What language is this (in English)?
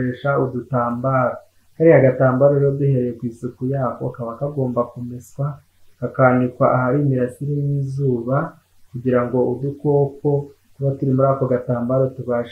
Kinyarwanda